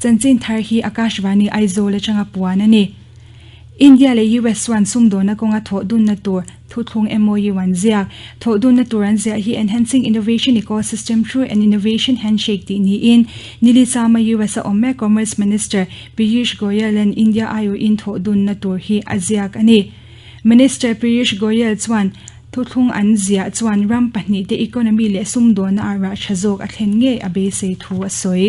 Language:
Mizo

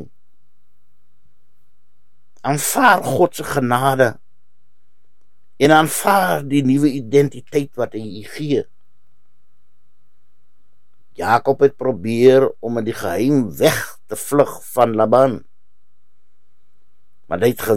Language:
Afrikaans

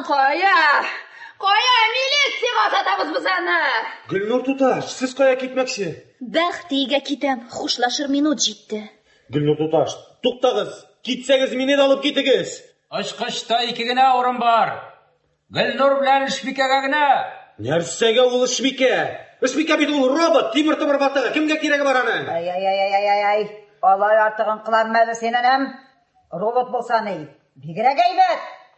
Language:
Tatar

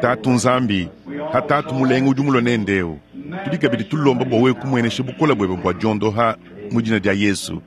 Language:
Luba-Lulua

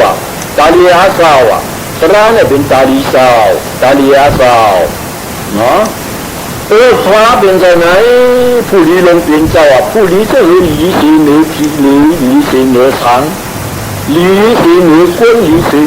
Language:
Shan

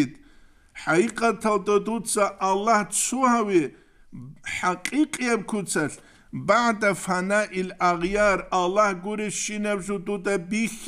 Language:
Avaric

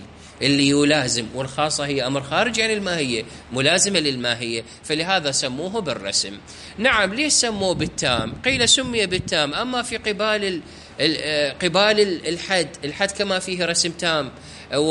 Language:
Mesopotamian Arabic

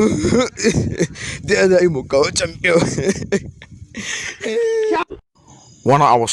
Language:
Hausa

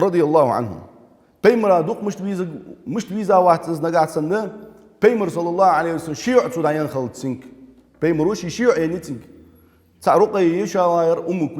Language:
Ingush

